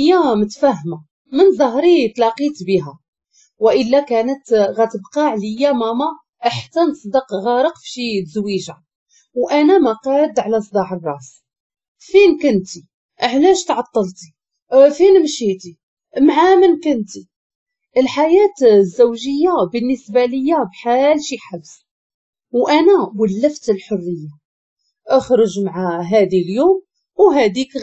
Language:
Moroccan Arabic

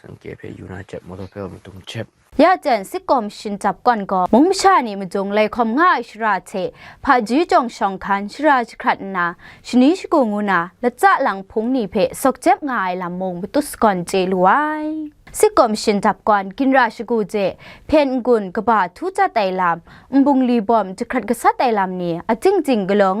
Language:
Kachin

